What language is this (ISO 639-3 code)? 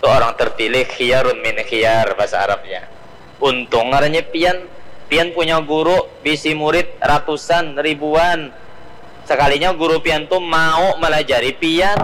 bjn